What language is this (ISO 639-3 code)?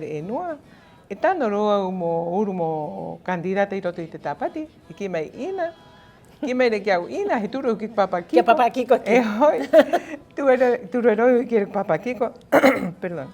rap